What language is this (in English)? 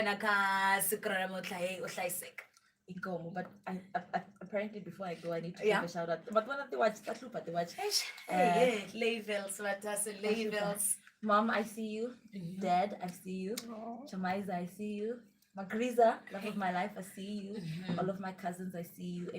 Tsonga